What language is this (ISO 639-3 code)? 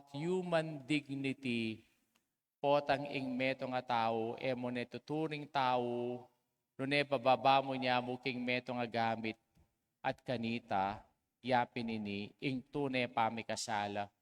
pam